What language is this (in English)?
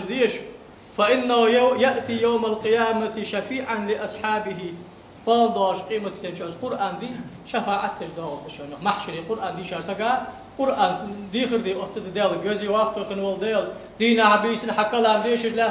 Ingush